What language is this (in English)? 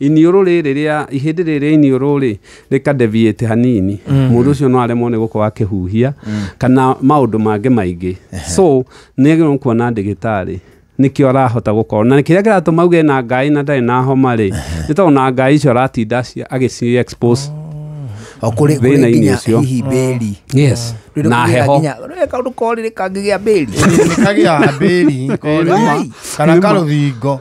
Kikuyu